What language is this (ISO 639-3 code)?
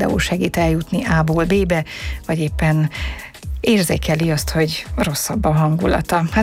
hun